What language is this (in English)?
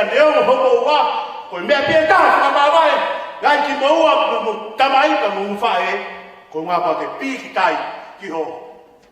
Tongan